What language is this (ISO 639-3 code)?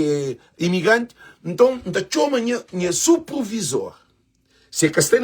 kea